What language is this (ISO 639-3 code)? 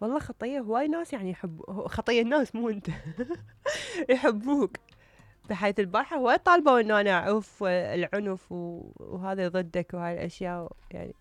acm